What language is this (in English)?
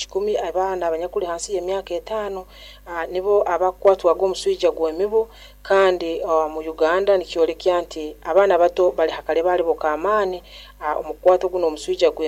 Nyoro